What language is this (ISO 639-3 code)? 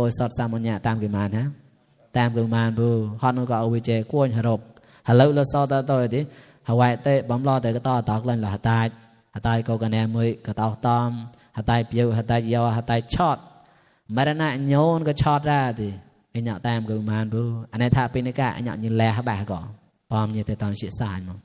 mnw